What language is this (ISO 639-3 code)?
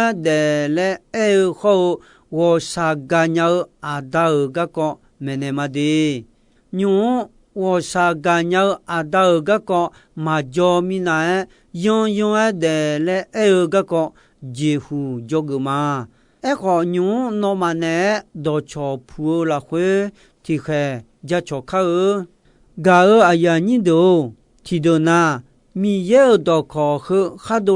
ahk